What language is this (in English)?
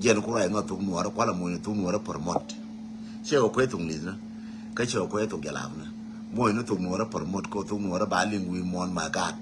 Nuer